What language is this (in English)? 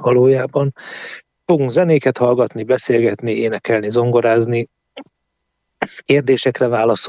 Hungarian